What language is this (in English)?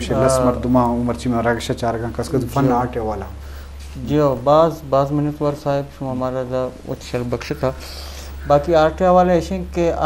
Eastern Balochi